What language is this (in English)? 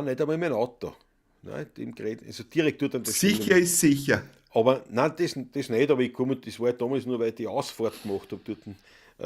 Bavarian